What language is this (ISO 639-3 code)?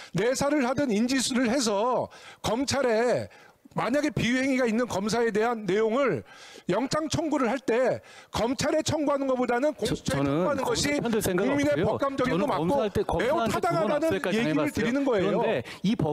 kor